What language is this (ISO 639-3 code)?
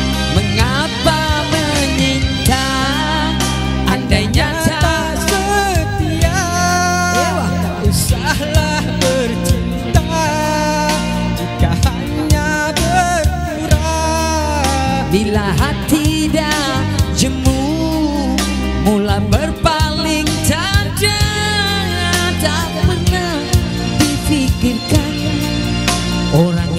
msa